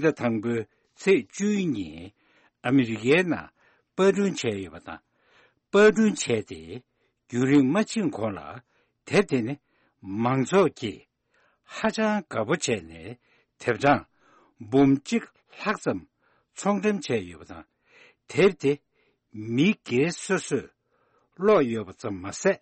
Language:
Tibetan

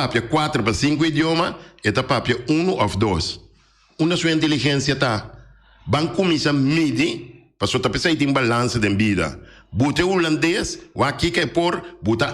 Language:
Papiamento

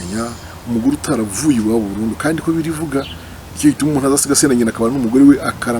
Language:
Kinyarwanda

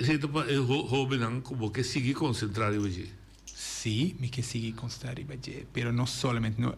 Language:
Papiamento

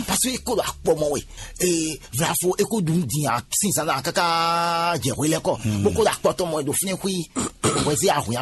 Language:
Fon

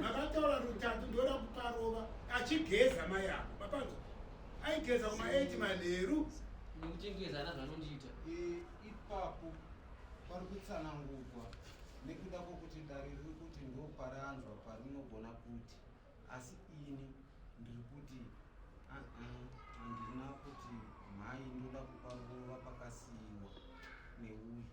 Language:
Shona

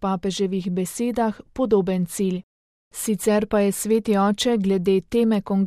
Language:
Slovenian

